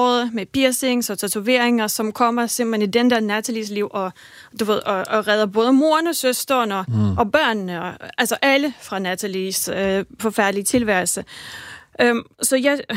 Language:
Danish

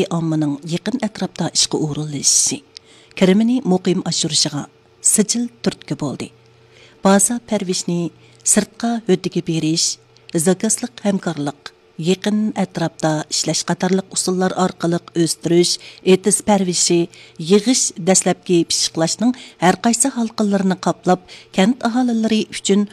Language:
Uyghur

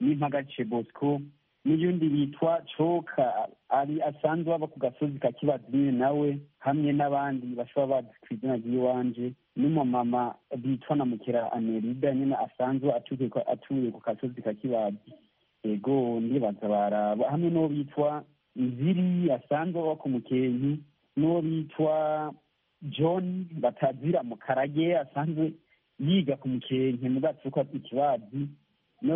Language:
Kinyarwanda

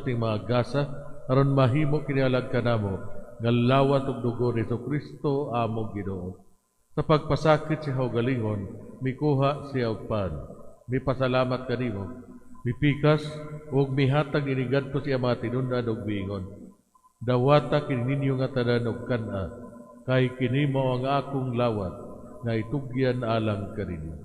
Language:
Cebuano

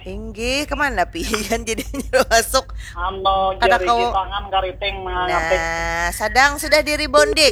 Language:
Banjar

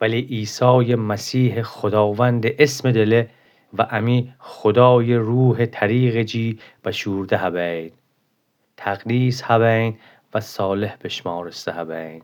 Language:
Gilaki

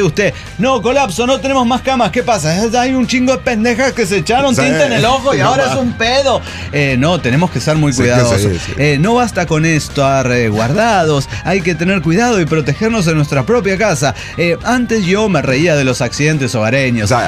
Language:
Spanish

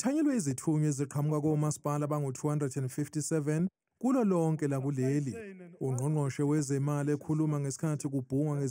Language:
Zulu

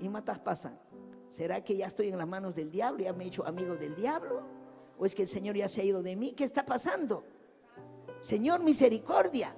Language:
Ayacucho Quechua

